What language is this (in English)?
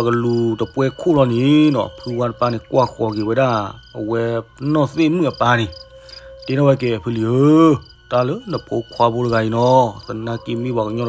S'gaw Karen